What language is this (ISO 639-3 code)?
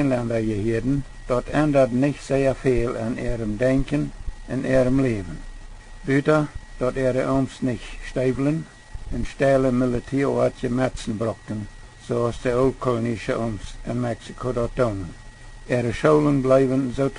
pdt